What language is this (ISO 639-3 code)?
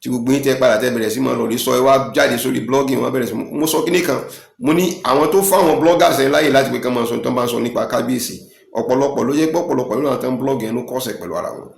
yor